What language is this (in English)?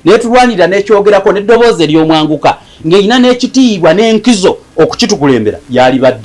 Ganda